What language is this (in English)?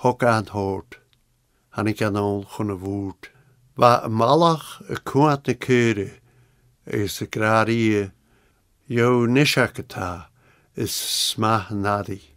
Scottish Gaelic